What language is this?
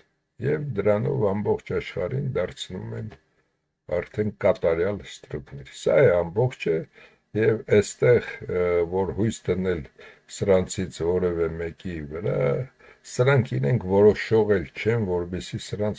Armenian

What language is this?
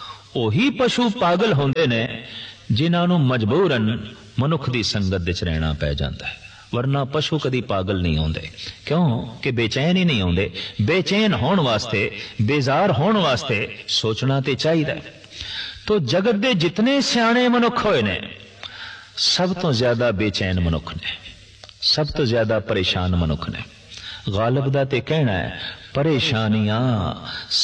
Punjabi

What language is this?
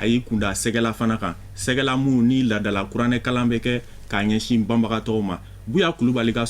Bambara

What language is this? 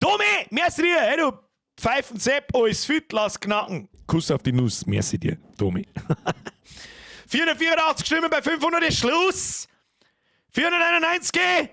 Bavarian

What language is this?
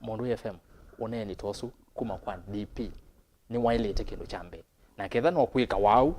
Kamba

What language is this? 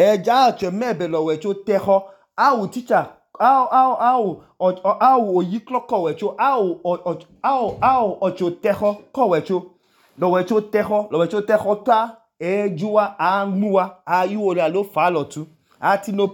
Idoma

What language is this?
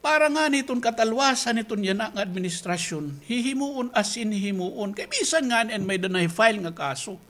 Waray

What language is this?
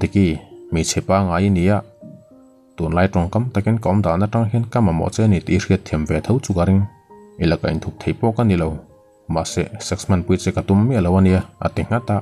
Mizo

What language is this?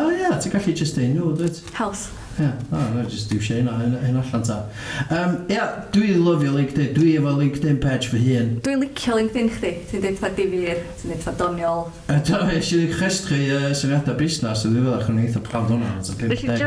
Welsh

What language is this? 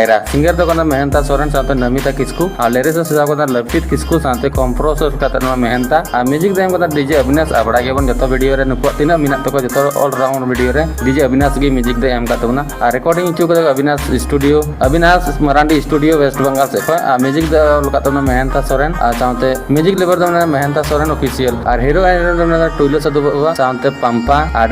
Santali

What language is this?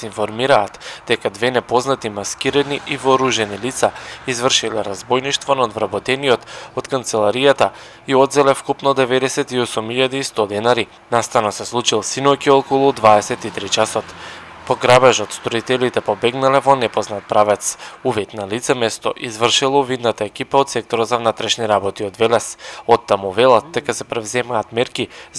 Macedonian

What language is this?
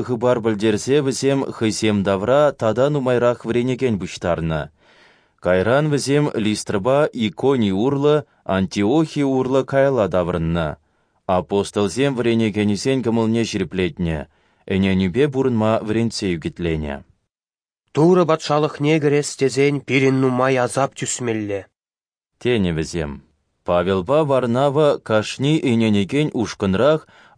Chuvash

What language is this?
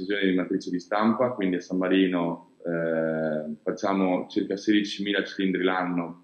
Italian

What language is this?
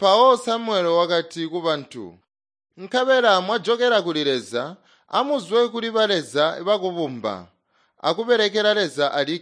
Tonga (Zambia)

